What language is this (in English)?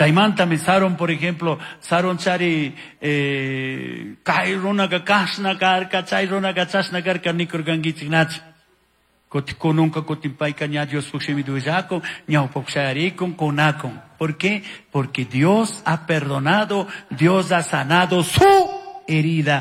Chimborazo Highland Quichua